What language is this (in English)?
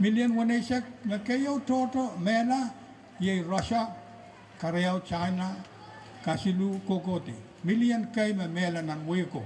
Pohnpeian